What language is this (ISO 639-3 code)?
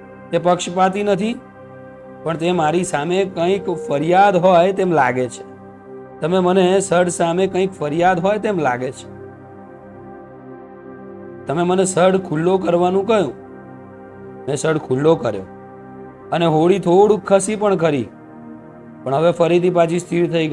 guj